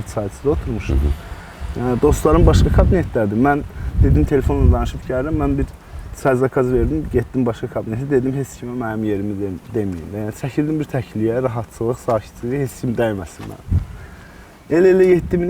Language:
Azerbaijani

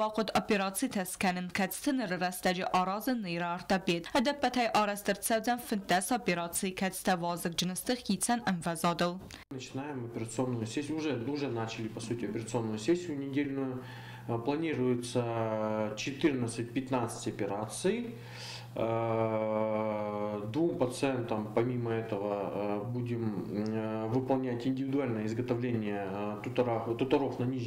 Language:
Ossetic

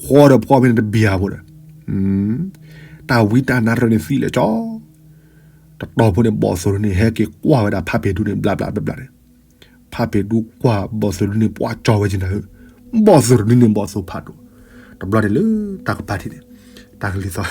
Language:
S'gaw Karen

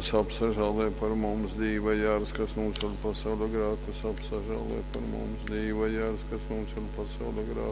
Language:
Latgalian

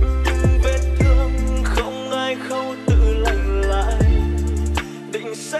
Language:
Vietnamese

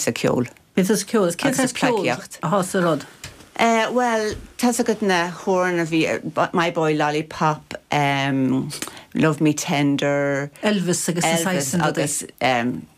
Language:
Irish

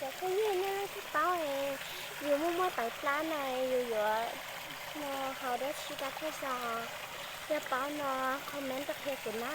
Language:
Hmong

